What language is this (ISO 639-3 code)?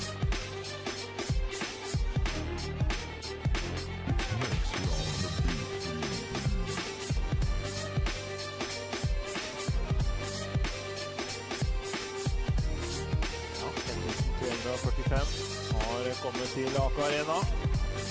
nor